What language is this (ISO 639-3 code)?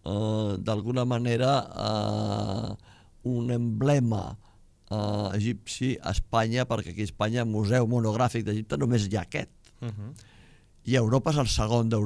cat